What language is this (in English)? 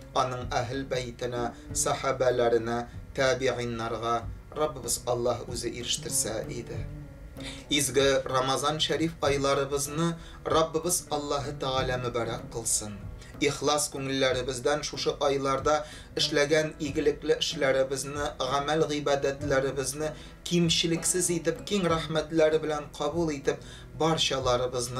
Tatar